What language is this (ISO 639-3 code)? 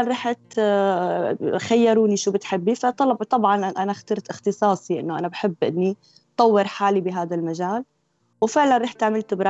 apc